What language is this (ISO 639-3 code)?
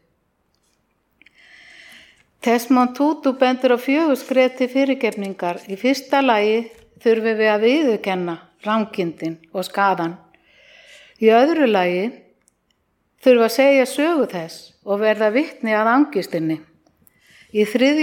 isl